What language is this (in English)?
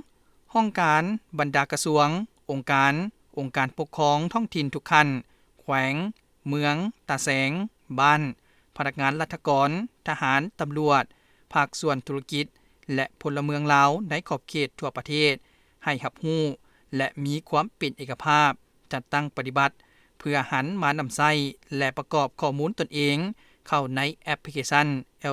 Lao